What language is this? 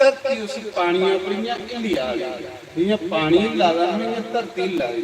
Dogri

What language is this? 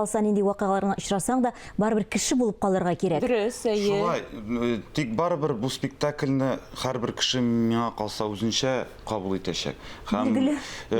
Tatar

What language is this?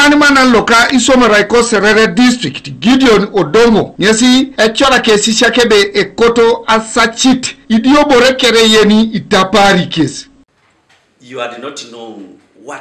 Teso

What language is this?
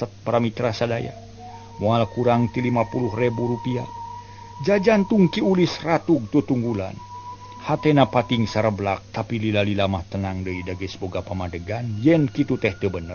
Sundanese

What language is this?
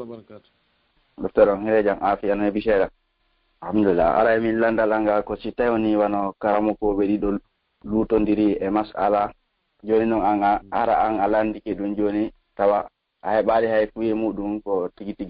Fula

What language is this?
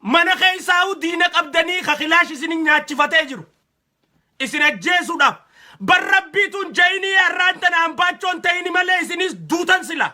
Oromo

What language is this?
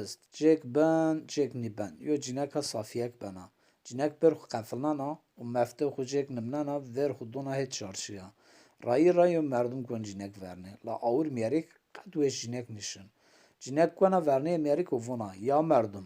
Zaza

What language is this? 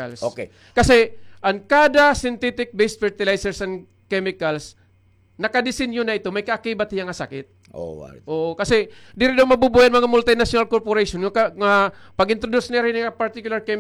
Waray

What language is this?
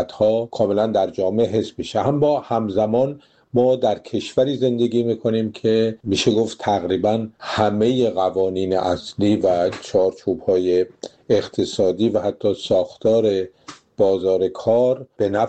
Persian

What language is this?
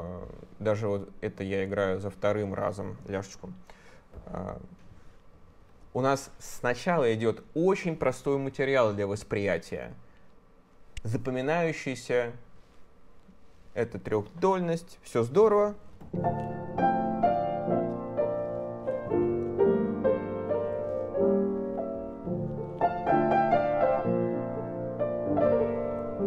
Russian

